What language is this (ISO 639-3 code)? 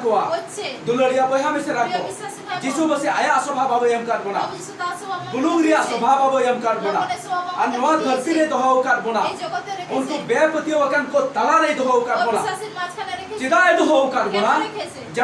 sat